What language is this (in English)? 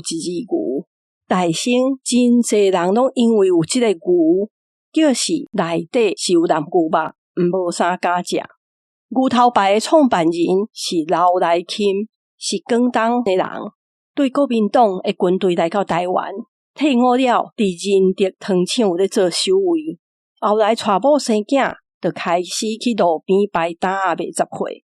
Min Nan Chinese